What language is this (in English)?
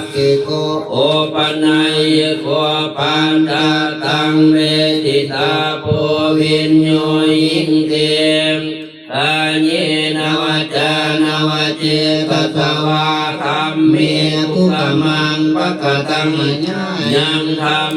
Pali